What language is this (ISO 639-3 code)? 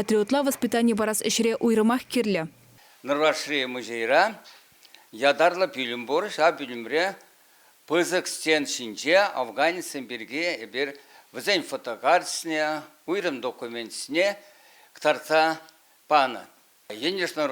chv